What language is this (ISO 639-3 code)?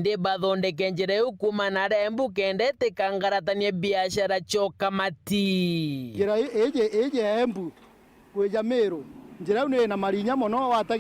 mer